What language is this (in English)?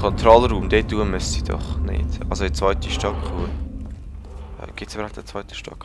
Swiss German